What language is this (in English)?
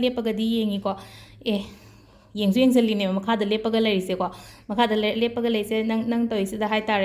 Manipuri